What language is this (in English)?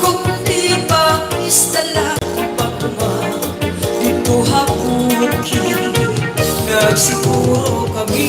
Waray